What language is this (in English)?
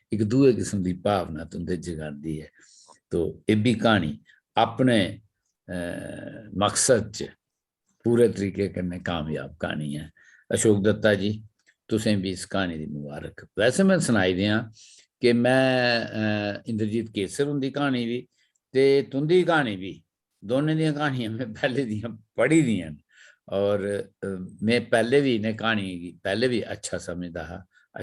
Dogri